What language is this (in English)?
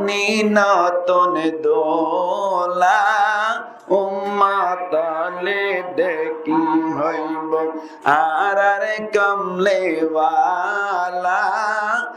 Rohingya